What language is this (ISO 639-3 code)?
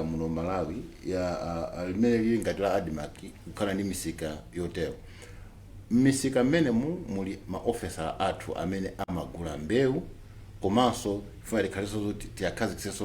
nya